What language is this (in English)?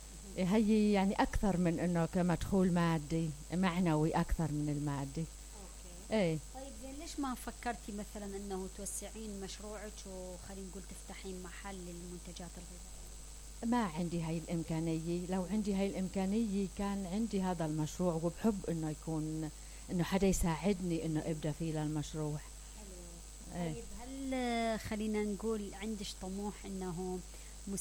Mesopotamian Arabic